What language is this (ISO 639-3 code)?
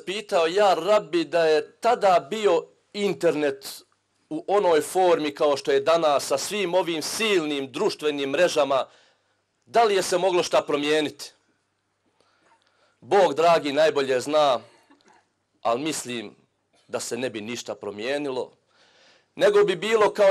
bos